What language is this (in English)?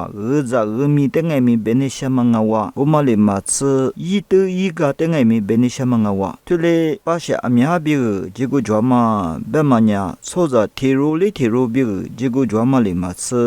Lisu